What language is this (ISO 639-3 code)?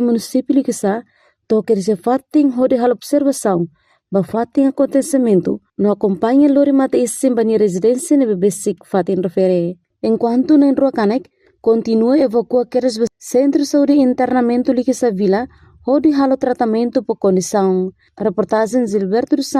tet